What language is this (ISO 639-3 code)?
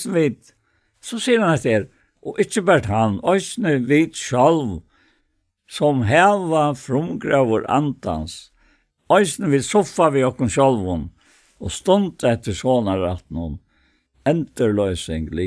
fao